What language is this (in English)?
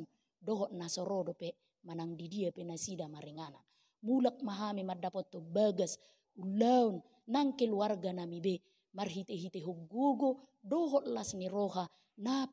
Batak Toba